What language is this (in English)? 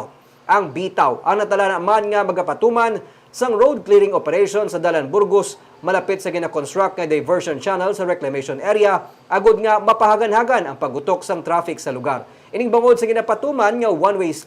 Hiligaynon